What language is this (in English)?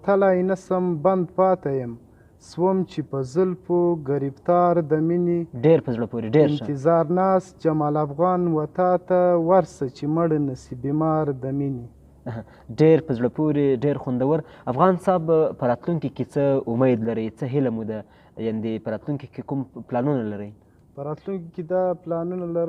Pashto